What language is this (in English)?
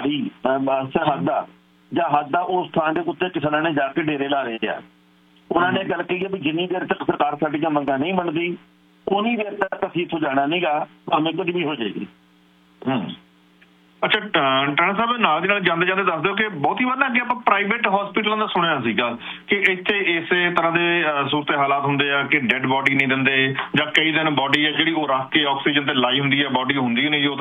Punjabi